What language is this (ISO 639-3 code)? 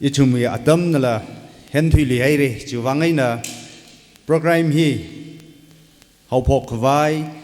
nmf